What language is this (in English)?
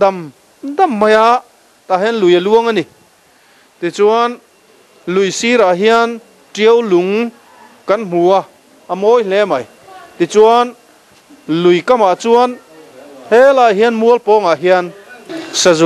Mizo